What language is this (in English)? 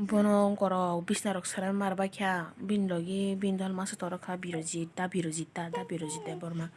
Kok Borok